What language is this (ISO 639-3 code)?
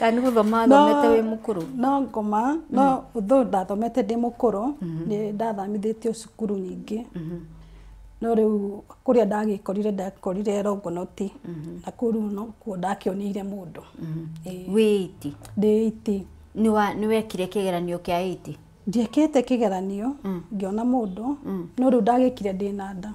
kik